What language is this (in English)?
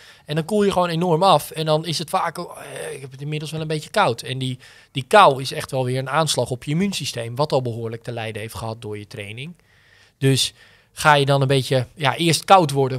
Dutch